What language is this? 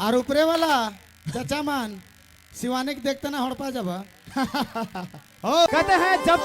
Sadri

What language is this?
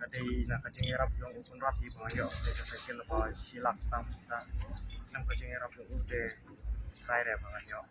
Khasi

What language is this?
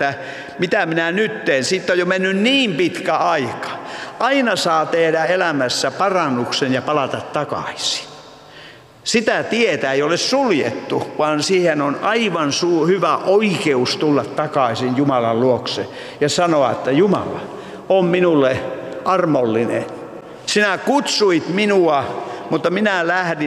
Finnish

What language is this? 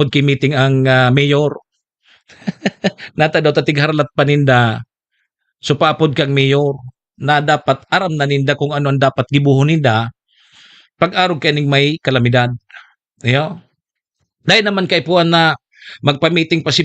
Bikol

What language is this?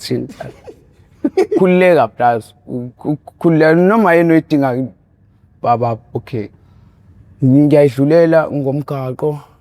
Zulu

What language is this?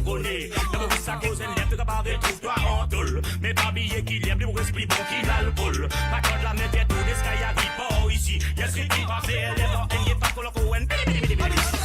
Morisyen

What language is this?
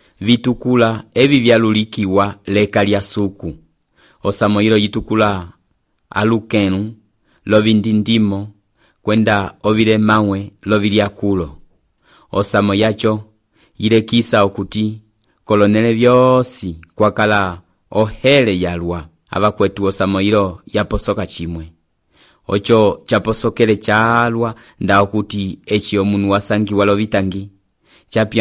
Umbundu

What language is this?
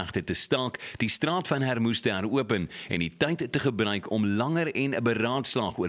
Afrikaans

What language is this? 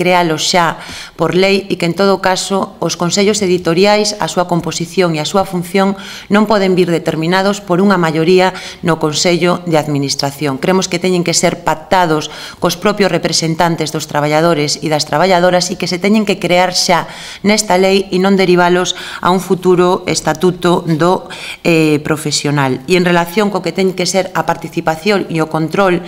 Galician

